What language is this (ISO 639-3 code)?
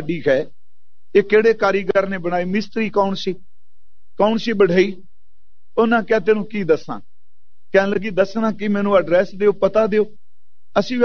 pan